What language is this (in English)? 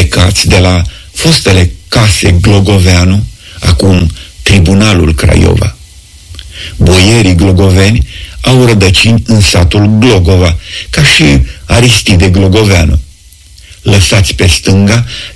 Romanian